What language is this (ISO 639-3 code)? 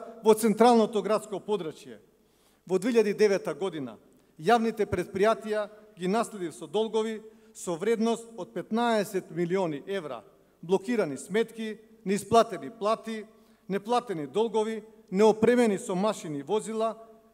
mkd